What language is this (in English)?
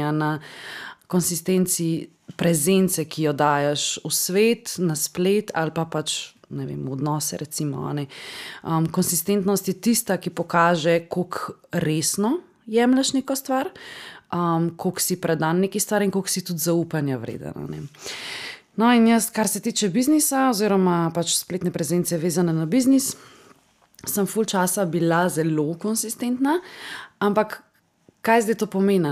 Slovenian